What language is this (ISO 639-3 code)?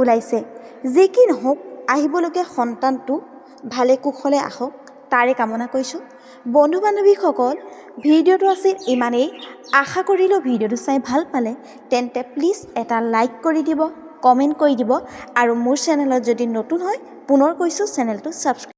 asm